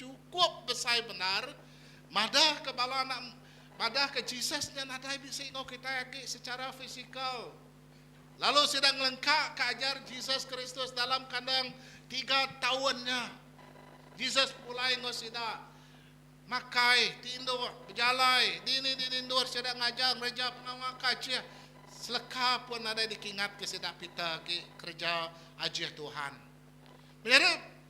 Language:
Iban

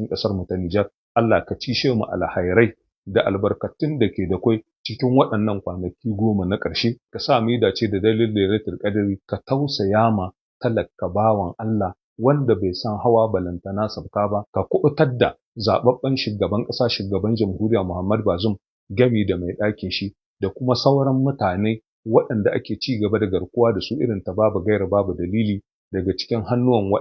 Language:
Hausa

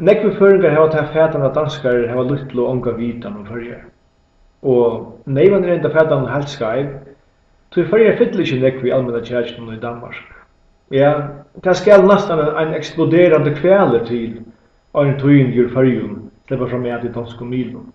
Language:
Faroese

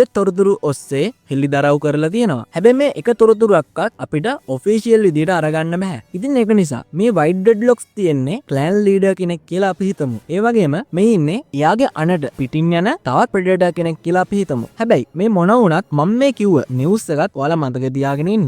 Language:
Sinhala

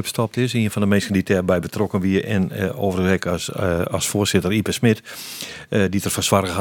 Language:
Western Frisian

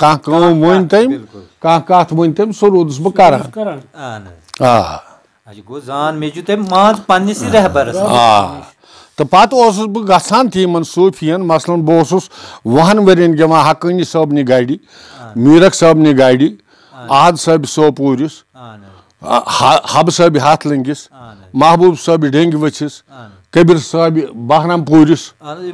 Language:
Kashmiri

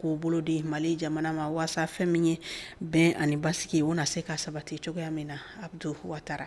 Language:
Bambara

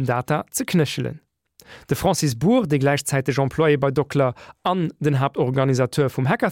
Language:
Luxembourgish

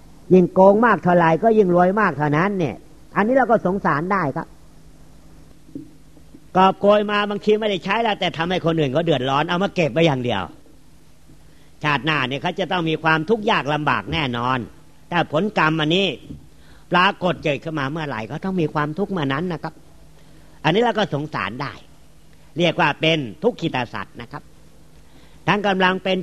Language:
Thai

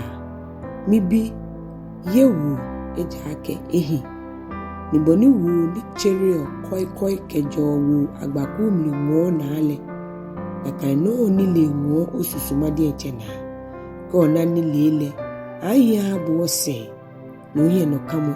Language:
Ga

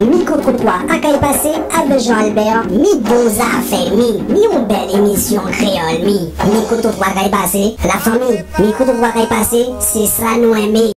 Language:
Guadeloupean Creole French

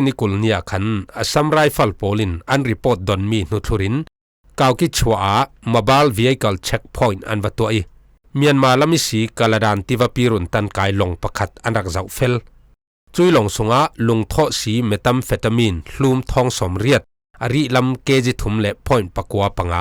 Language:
Falam Chin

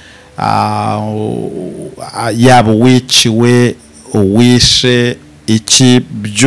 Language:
Kinyarwanda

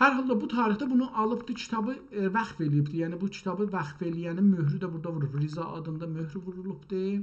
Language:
South Azerbaijani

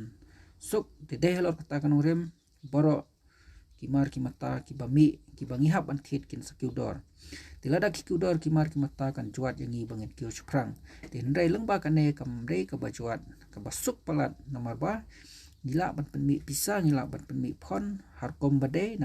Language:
Khasi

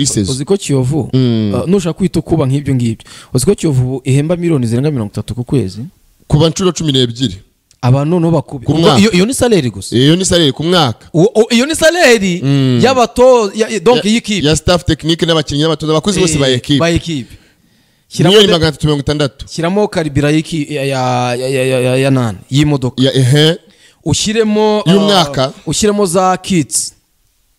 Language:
Kinyarwanda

